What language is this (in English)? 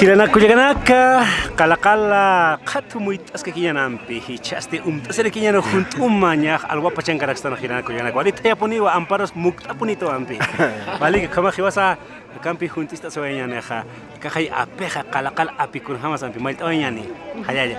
Aymara